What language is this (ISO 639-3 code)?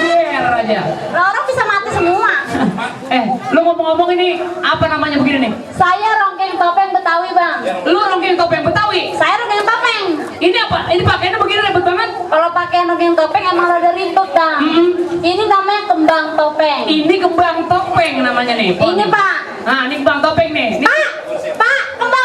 bew